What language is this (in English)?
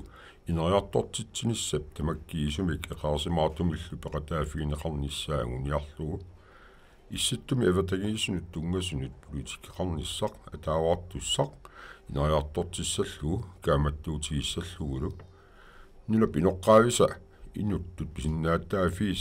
Kalaallisut